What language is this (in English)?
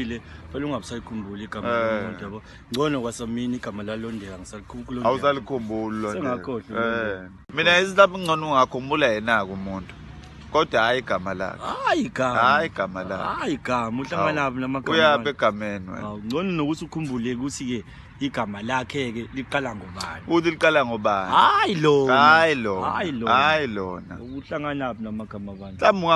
Zulu